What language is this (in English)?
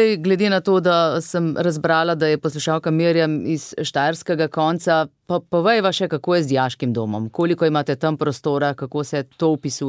Slovenian